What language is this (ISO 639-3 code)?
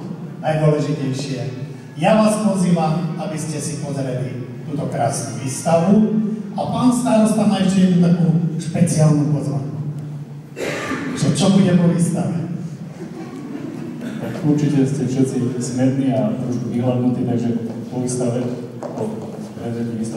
slk